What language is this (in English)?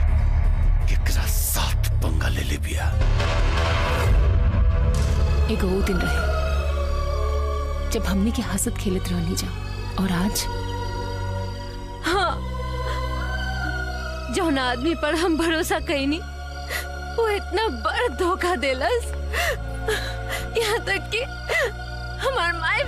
Bhojpuri